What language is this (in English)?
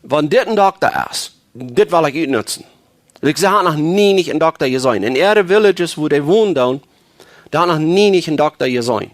Plautdietsch